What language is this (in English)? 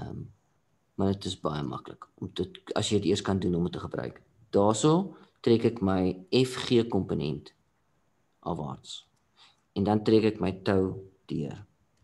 Afrikaans